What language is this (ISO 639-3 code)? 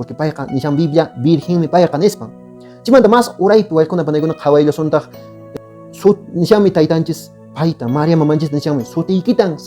que